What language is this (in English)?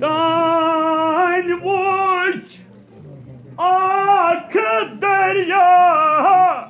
Kashmiri